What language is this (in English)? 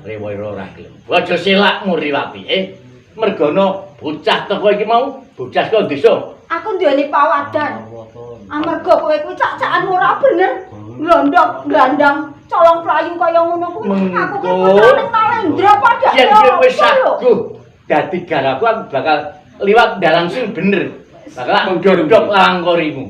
Javanese